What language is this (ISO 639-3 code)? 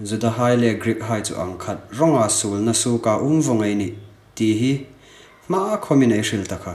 hmr